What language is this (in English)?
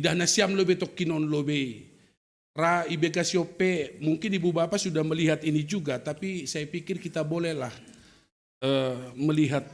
Batak Simalungun